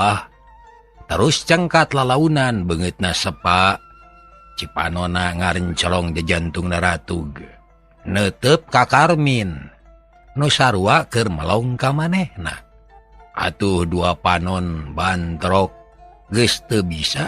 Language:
Sundanese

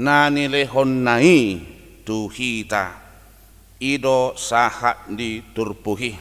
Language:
Batak Toba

